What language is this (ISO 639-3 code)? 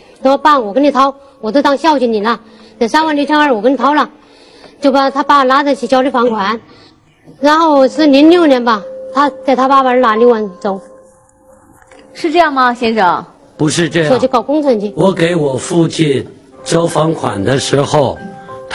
zho